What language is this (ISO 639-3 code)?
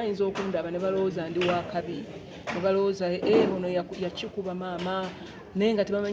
lug